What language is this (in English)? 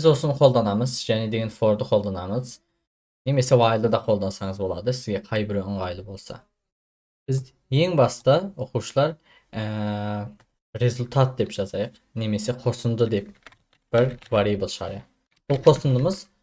Kazakh